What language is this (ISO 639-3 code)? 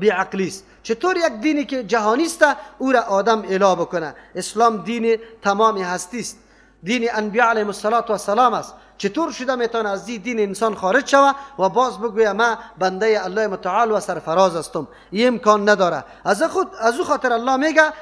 fas